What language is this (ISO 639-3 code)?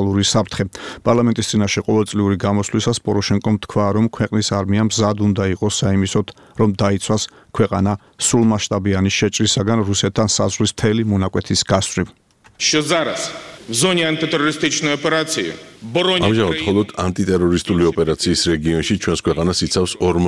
kat